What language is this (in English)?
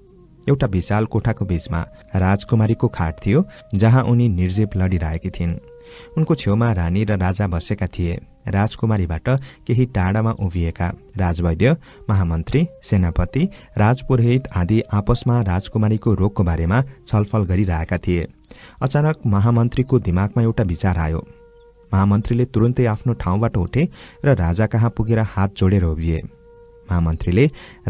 Nepali